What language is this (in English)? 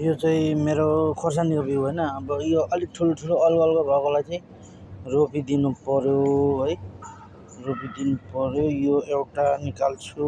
Nepali